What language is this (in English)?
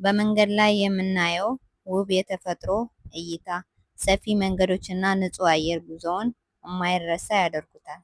Amharic